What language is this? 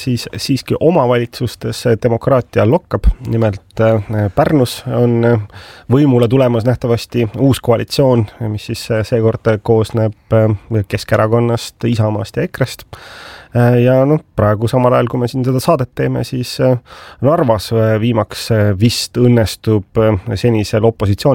Estonian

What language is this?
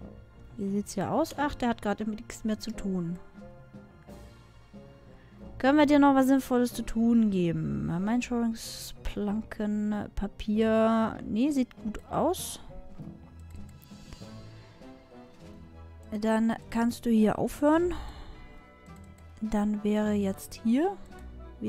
German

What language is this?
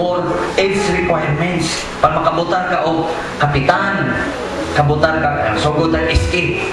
Cebuano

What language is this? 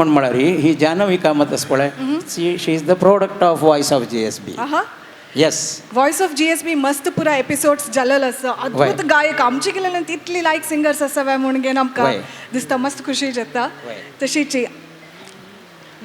Konkani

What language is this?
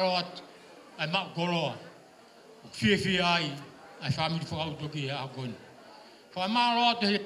Tongan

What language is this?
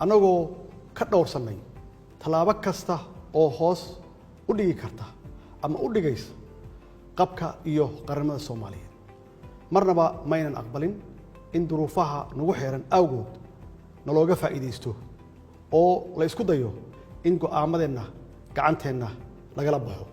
Somali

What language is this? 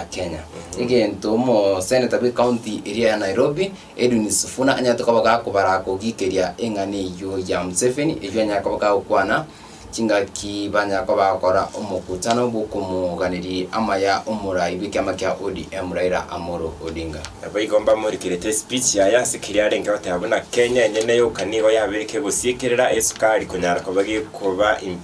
Gusii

